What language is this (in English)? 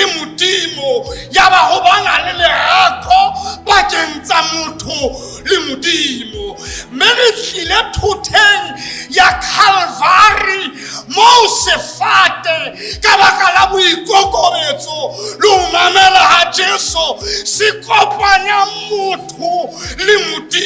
Southern Sotho